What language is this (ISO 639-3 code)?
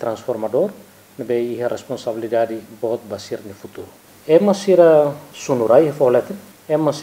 tet